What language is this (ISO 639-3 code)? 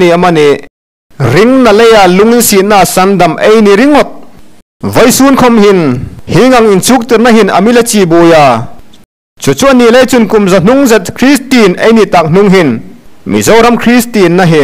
hmr